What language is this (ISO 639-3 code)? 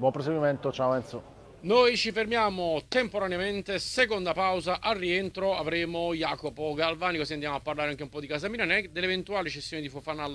ita